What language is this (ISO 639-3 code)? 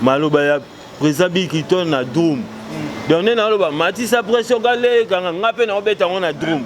lin